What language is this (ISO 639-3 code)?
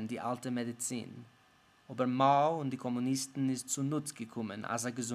yid